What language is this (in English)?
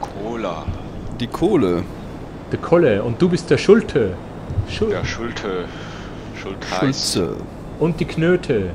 Swiss German